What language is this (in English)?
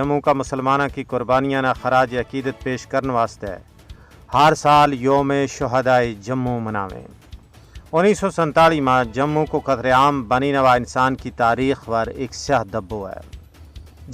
Gujari